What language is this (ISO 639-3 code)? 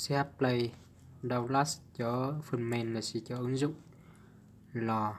hmn